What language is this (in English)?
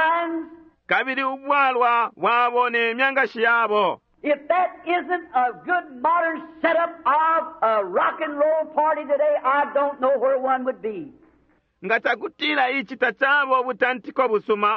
Bemba